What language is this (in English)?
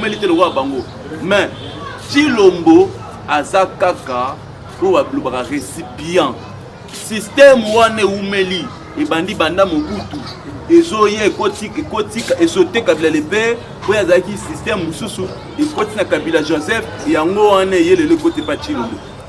Lingala